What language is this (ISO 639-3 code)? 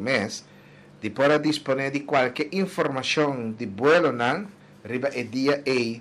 pap